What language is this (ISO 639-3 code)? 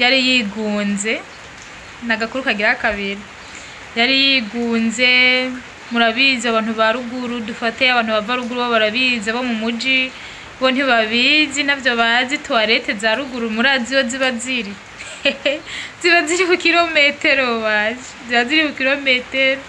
run